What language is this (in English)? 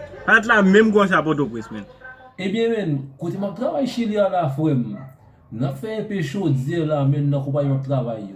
Haitian Creole